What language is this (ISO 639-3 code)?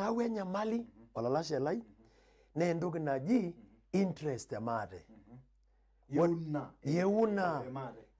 mas